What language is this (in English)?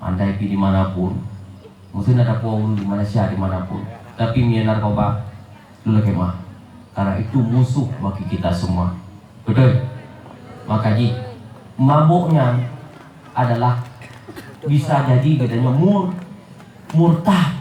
Achinese